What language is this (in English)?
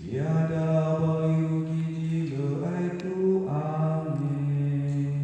Nias